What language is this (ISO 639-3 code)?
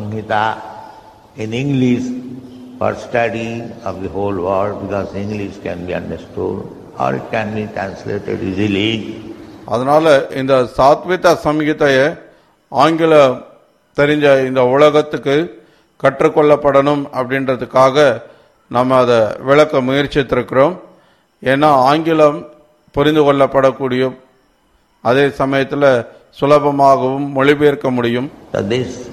tam